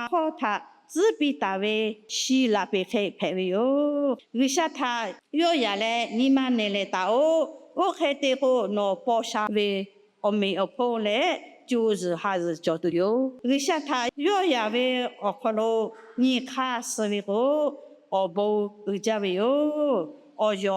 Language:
Lahu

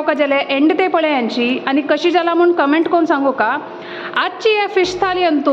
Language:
Konkani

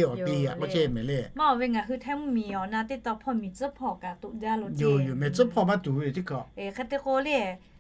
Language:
Lahu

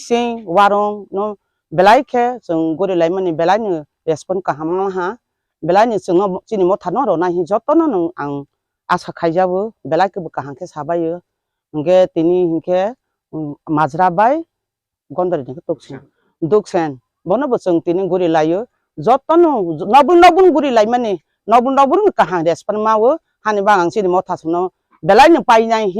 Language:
Riang (India)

